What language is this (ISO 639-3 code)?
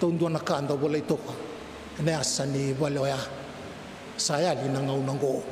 fij